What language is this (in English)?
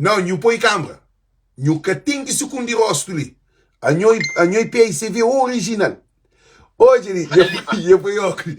Kabuverdianu